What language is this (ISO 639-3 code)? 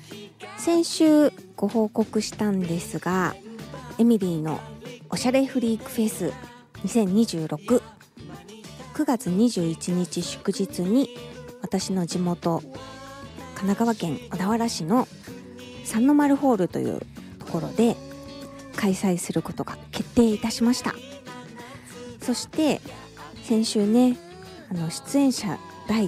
jpn